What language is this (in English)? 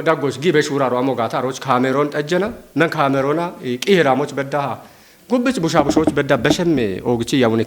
Kafa